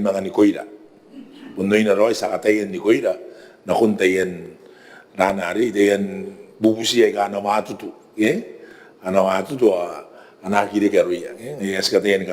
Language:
Gilbertese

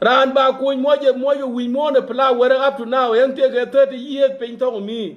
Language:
Nuer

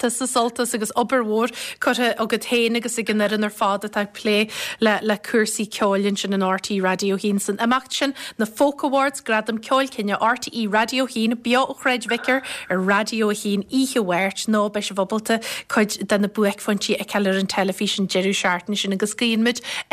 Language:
Irish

